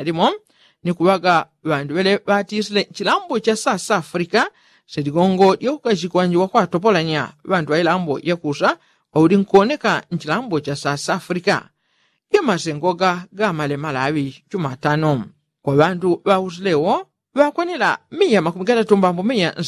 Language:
Yao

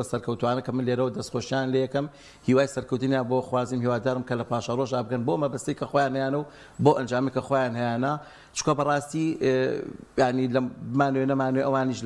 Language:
Central Kurdish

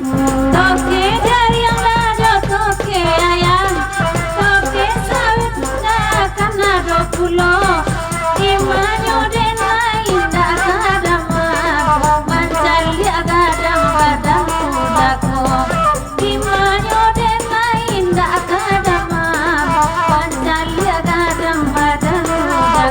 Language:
Minangkabau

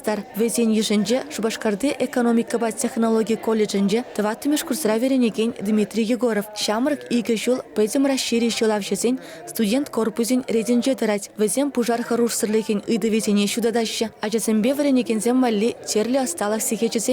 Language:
Chuvash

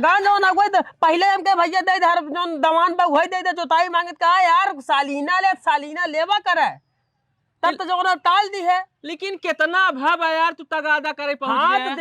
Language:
Awadhi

